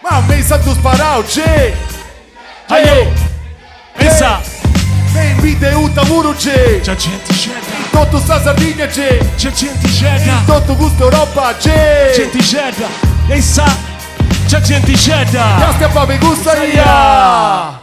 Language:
Sardinian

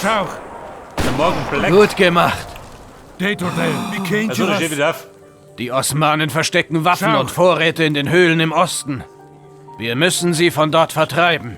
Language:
Bavarian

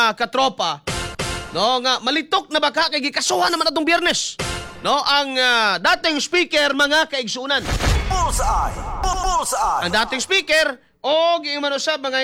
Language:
Cebuano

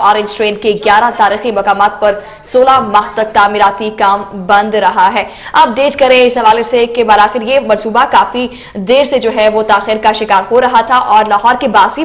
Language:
Urdu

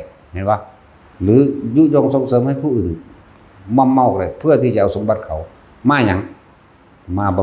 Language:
Northeastern Thai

